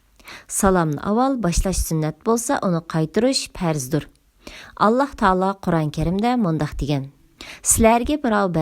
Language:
Uyghur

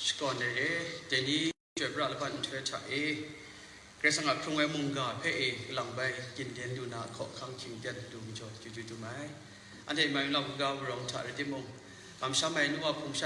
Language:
Kachin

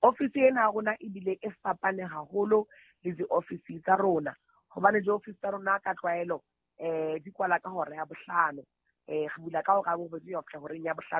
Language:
Southern Sotho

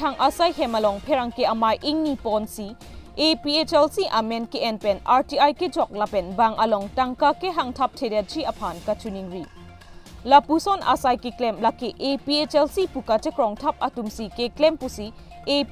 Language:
Karbi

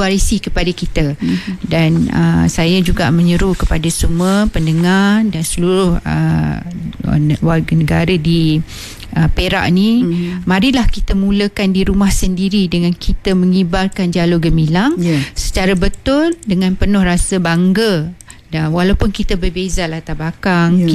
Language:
Malay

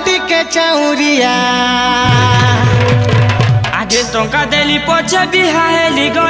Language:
Sambalpuri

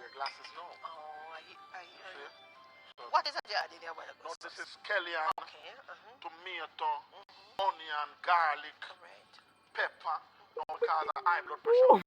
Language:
Jamaican Creole English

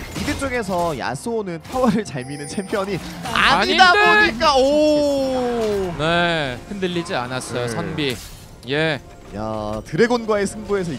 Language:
Korean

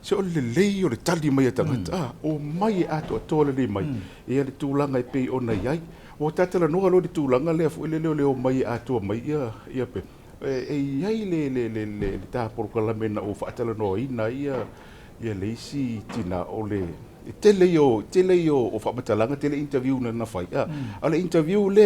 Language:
Samoan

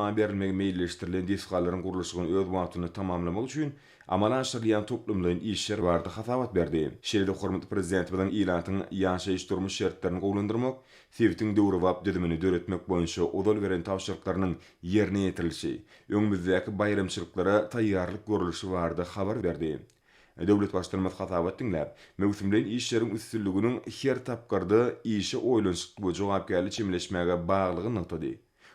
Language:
Turkmen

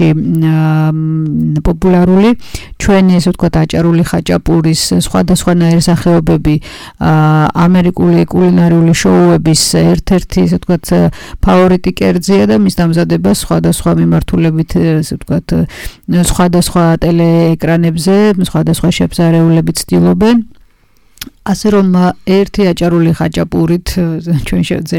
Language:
Georgian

